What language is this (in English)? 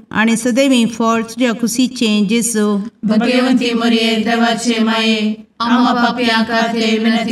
Konkani